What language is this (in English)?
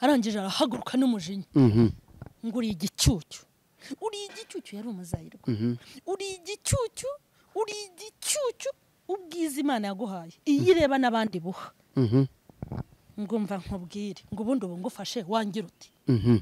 Kinyarwanda